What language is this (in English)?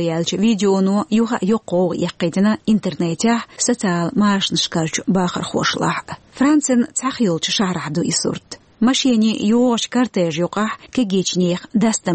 Chechen